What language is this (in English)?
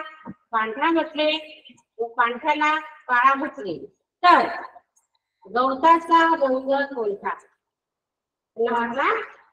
Marathi